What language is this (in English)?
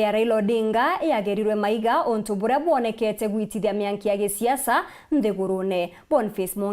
Meru